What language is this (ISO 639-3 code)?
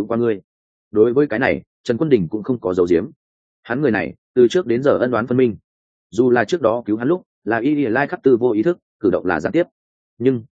vie